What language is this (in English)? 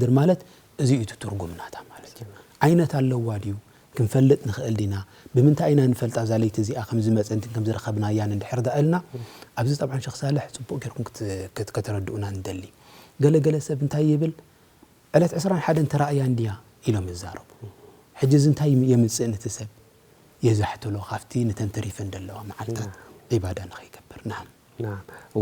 Tigrinya